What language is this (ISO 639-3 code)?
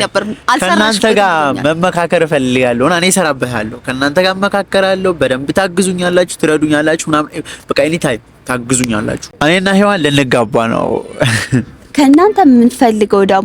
amh